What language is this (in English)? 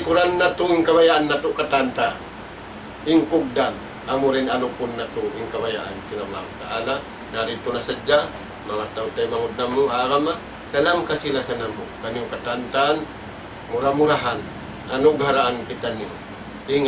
Tausug